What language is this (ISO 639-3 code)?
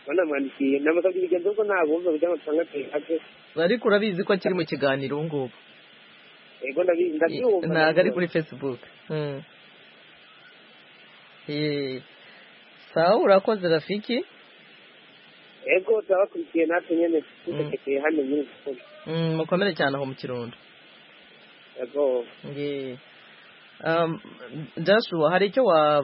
kin